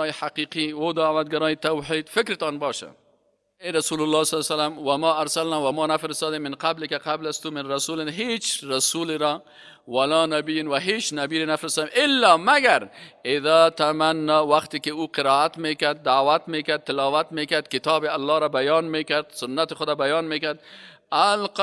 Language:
Persian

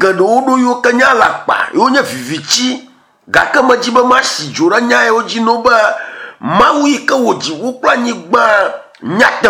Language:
Ewe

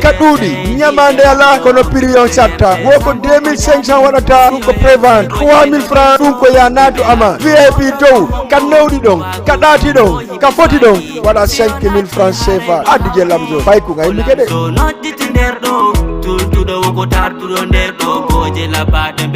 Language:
Fula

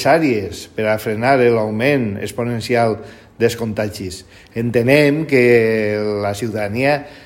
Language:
Catalan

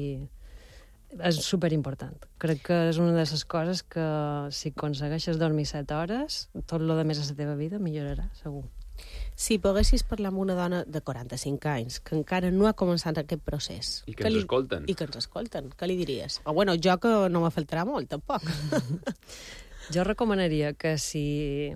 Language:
Catalan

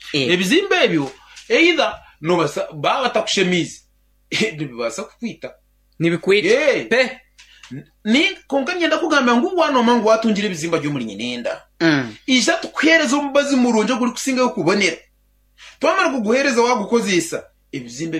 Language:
Nyankole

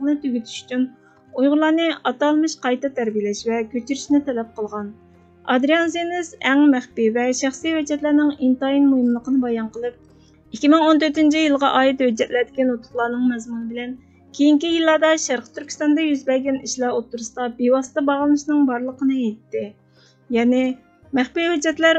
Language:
Uyghur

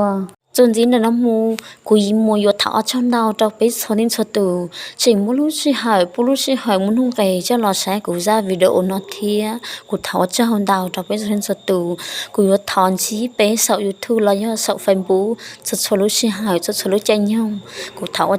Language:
Hmong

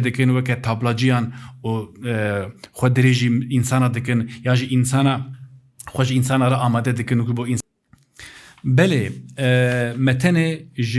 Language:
Kurdish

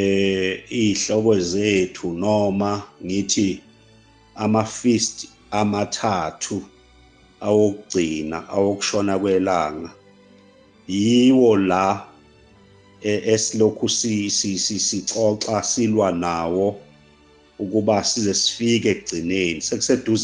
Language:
Zulu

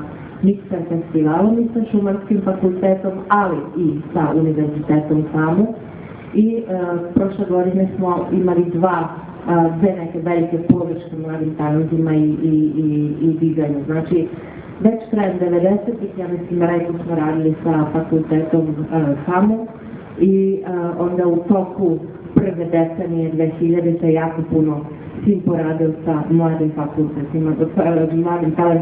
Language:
Serbian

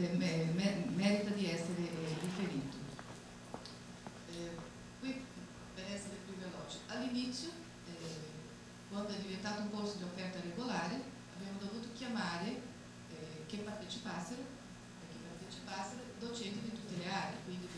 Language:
Italian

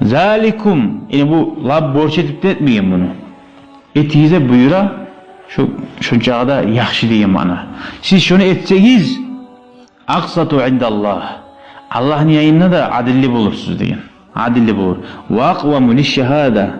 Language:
Kumyk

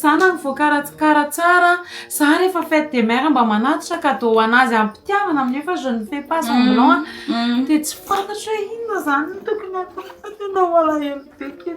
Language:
Malagasy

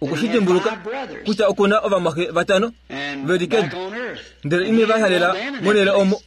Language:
Kuanyama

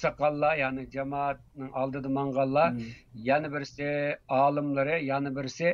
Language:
Uyghur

